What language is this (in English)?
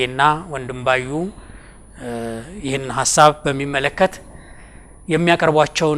Amharic